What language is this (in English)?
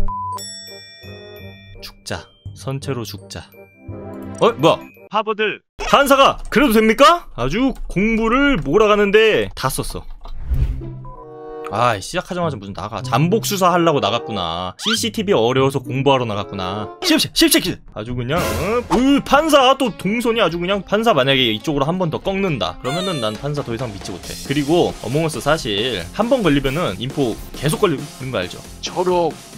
Korean